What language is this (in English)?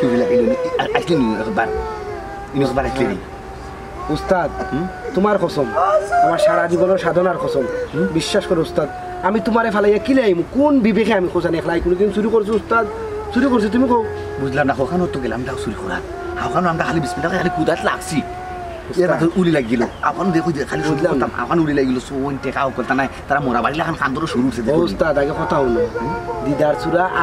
Sylheti